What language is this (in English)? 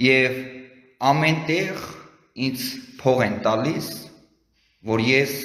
Armenian